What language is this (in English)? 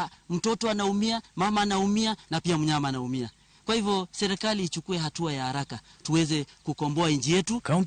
Luo (Kenya and Tanzania)